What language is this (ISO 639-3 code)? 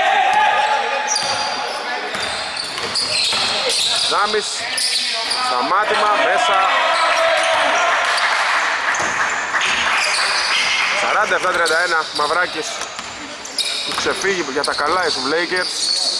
ell